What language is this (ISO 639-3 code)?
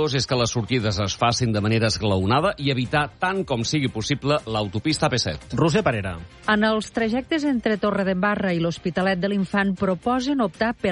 cat